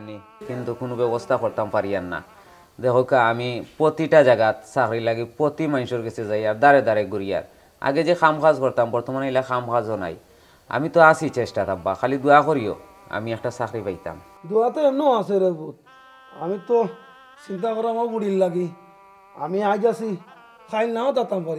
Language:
Sylheti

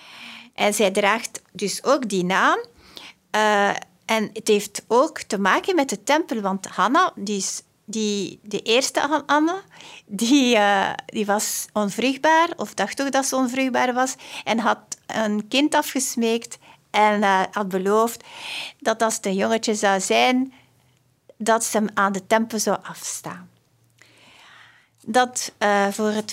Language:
Dutch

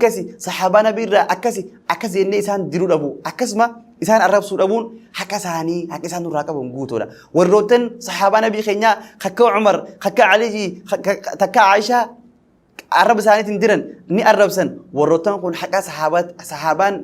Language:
Oromo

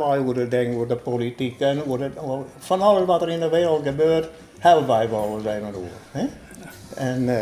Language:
Western Frisian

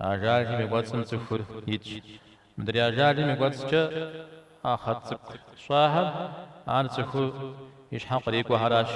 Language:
Kabardian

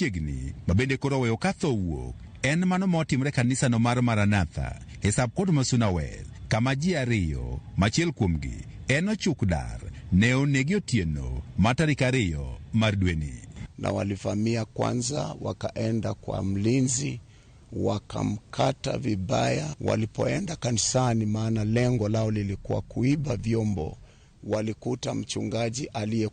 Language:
Luo (Kenya and Tanzania)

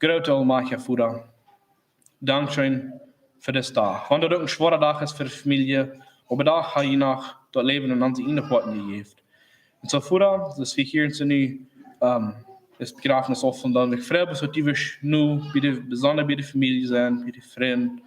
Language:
Plautdietsch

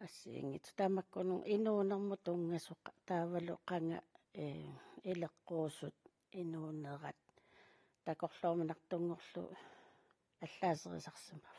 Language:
Kalaallisut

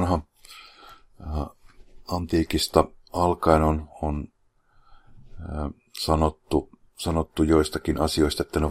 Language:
Finnish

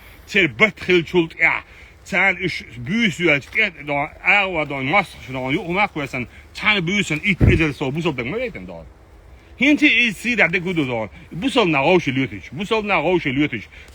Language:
Chechen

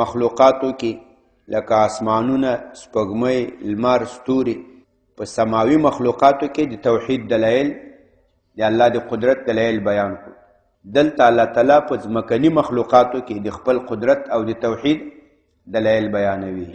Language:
Pashto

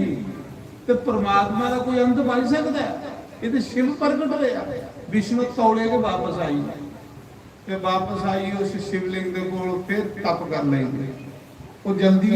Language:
Dogri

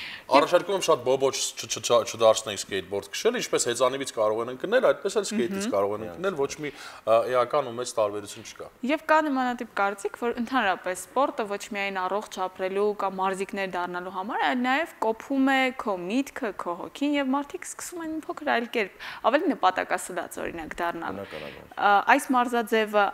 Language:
Armenian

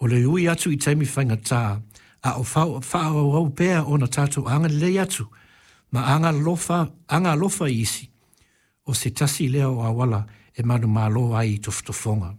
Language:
Samoan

